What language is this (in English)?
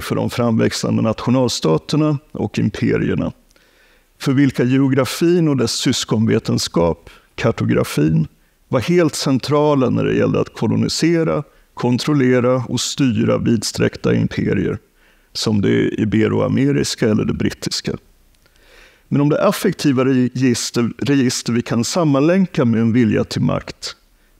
Swedish